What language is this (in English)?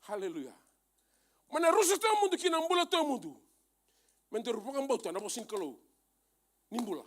Fijian